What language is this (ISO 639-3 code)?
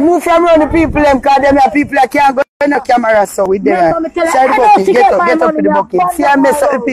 jam